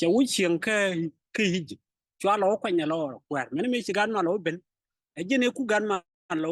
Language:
Nuer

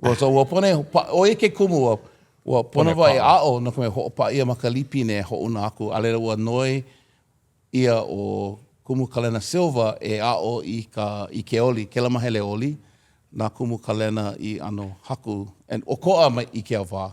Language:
Hawaiian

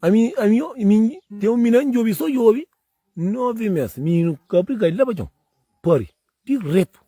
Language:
Kabuverdianu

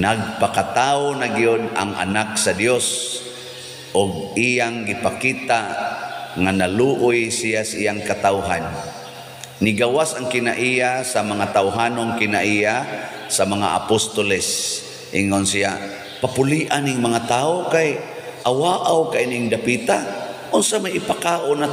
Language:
Cebuano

